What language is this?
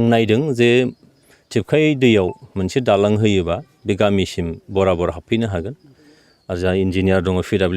Bodo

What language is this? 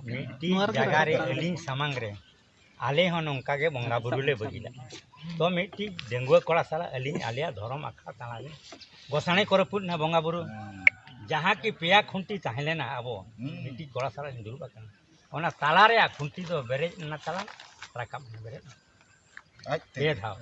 Santali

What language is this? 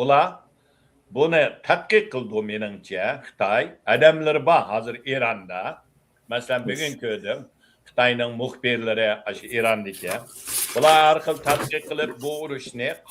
Uyghur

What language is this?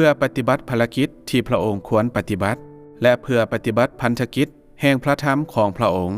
Lao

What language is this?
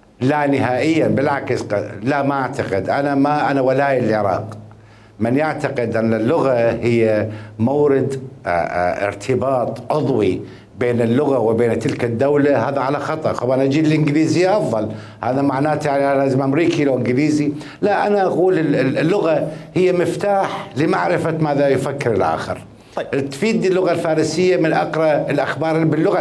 Mesopotamian Arabic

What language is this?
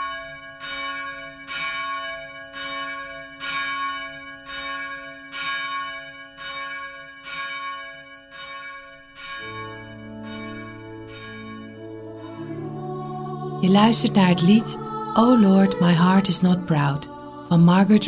Dutch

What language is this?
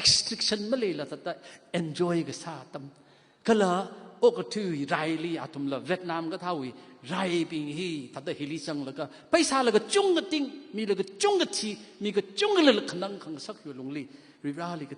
Tangkhul Naga (India)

